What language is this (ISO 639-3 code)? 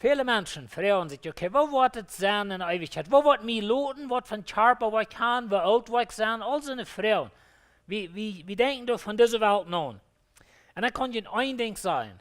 pdt